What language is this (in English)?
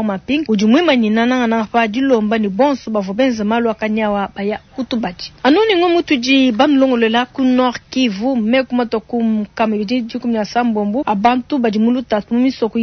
Luba-Lulua